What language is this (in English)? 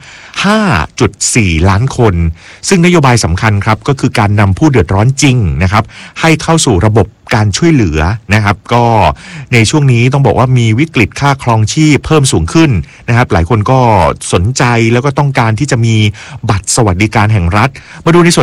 Thai